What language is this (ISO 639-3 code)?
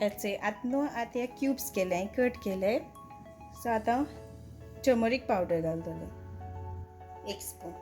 kok